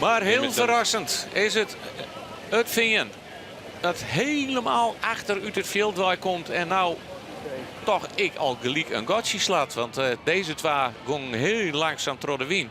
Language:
Western Frisian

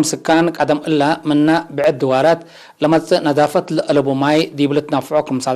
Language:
Tigre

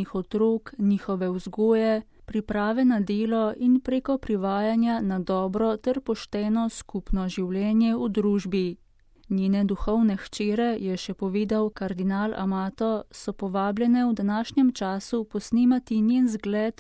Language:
Slovenian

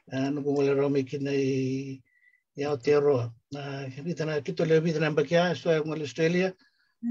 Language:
Fijian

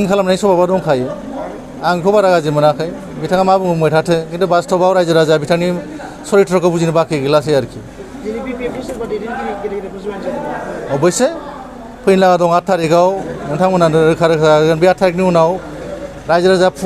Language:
Bodo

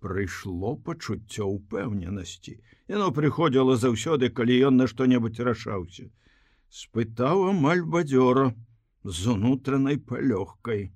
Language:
Belarusian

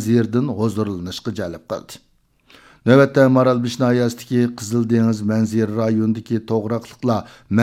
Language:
Uyghur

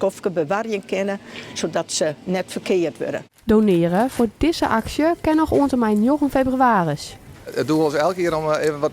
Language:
Western Frisian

